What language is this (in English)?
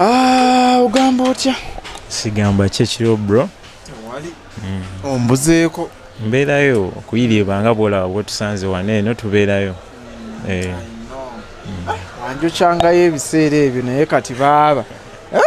Ganda